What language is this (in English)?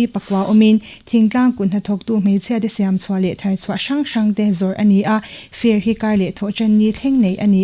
Mizo